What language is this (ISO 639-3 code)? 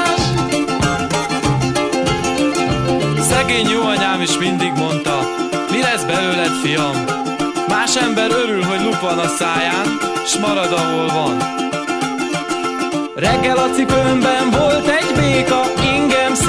hun